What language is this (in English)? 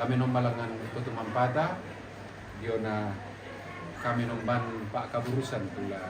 Toraja-Sa'dan